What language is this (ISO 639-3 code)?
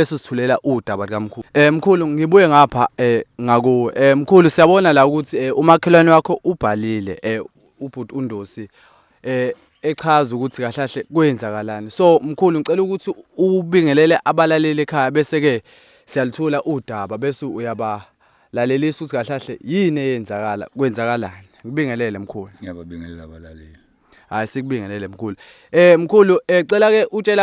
zul